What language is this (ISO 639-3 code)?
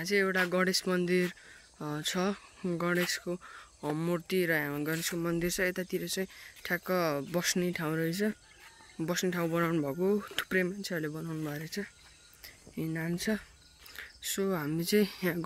nep